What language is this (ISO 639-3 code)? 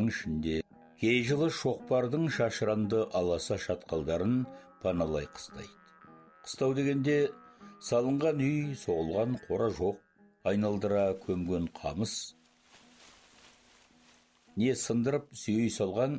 kaz